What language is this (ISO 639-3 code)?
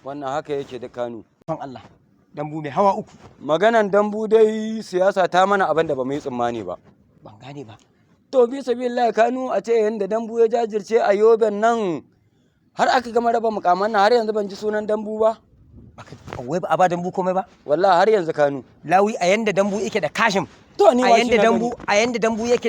hau